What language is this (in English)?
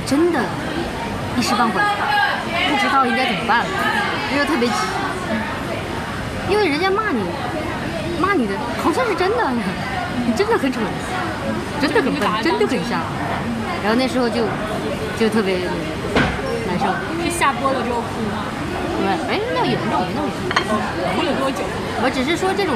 Chinese